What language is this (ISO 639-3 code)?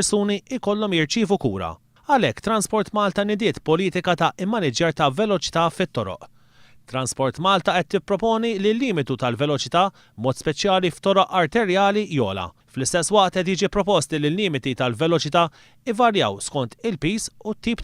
mlt